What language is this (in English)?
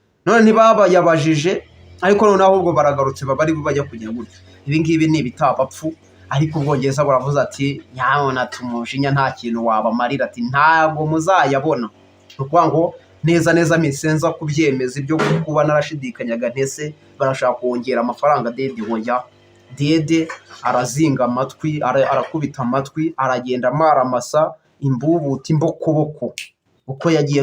Kinyarwanda